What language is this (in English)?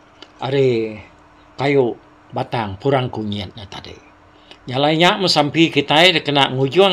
Iban